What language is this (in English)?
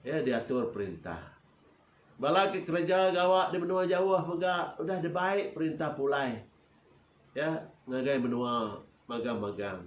Iban